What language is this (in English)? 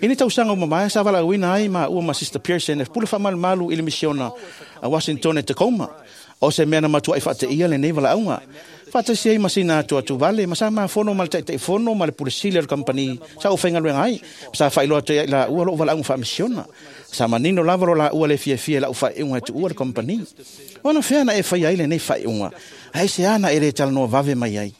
Samoan